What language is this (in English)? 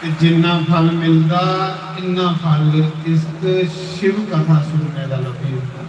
Dogri